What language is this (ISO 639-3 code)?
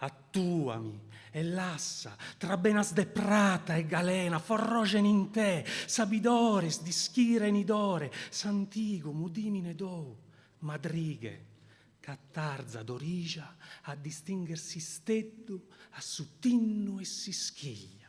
srd